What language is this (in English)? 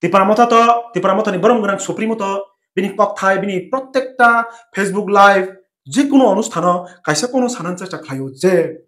Kok Borok